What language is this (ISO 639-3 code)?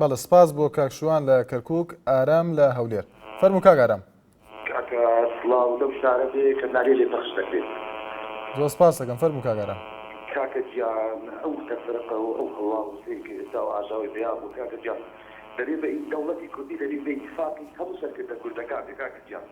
ckb